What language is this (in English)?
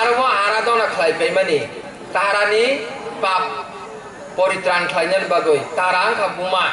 Kok Borok